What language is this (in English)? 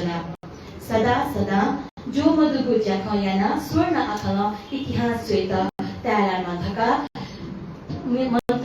Newari